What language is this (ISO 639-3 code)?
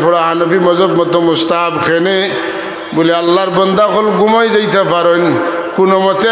syl